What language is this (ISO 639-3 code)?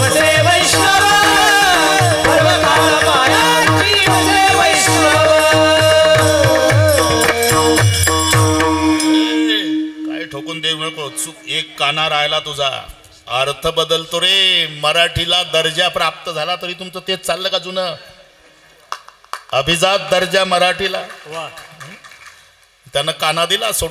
mar